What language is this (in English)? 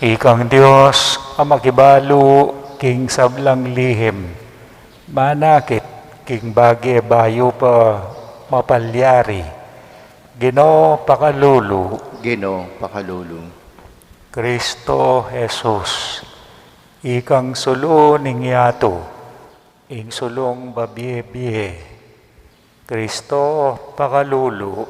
Pampanga